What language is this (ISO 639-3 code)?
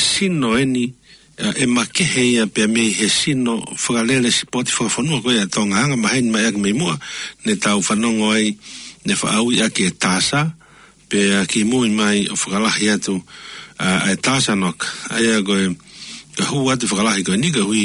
ton